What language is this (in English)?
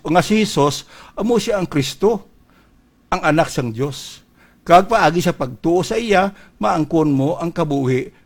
Hiligaynon